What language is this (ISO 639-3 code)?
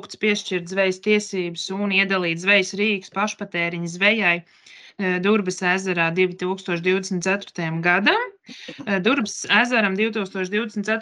lav